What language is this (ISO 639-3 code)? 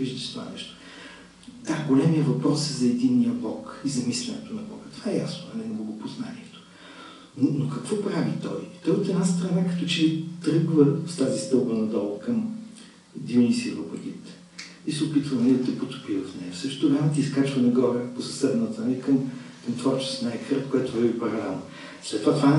bul